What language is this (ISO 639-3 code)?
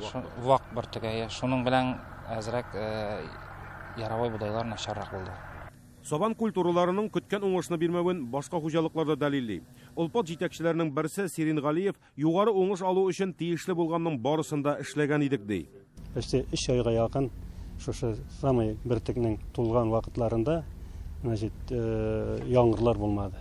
tat